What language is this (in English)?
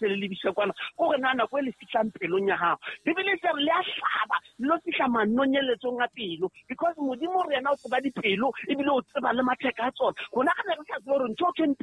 Southern Sotho